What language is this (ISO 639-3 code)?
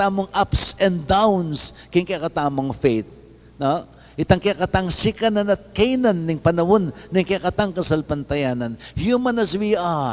pam